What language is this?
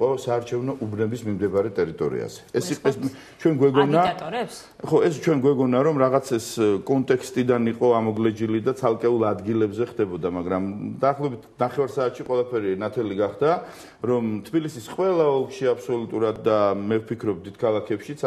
Georgian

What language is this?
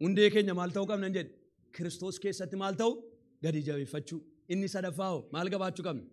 Oromo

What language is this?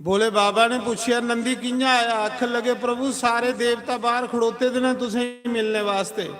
Dogri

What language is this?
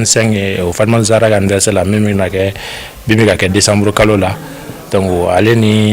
Bambara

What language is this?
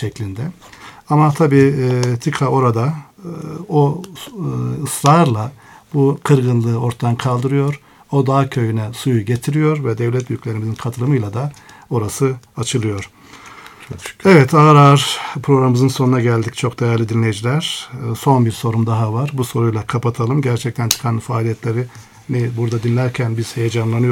Turkish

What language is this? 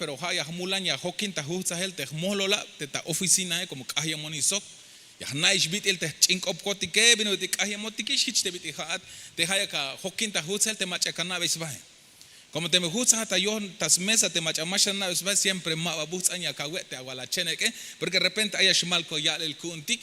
Tzeltal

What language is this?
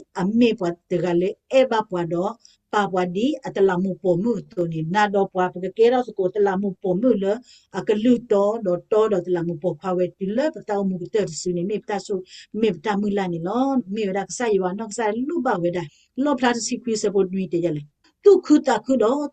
S'gaw Karen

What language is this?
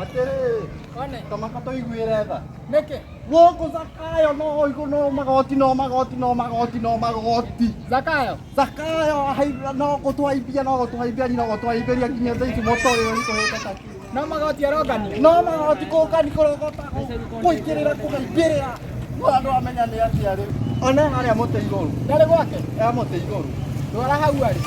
Kikuyu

